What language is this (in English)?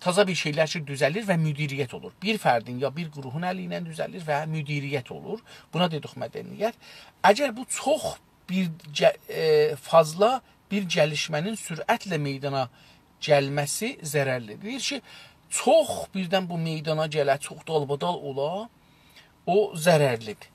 South Azerbaijani